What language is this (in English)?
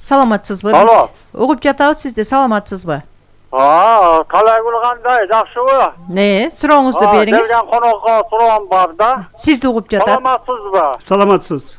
Kyrgyz